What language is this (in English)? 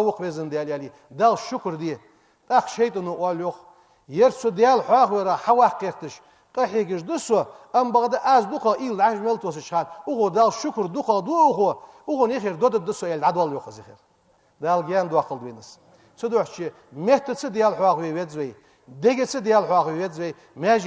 Ingush